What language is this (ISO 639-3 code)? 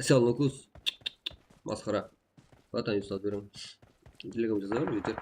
kaa